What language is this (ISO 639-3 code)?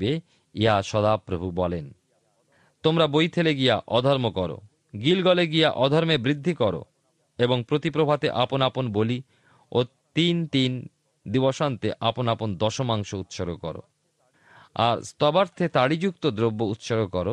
ben